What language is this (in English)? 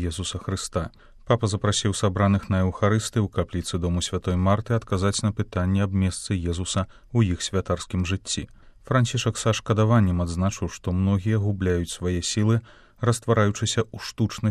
Belarusian